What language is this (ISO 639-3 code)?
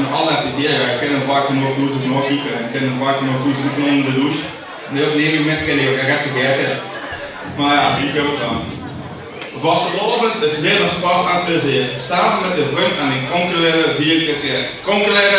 lim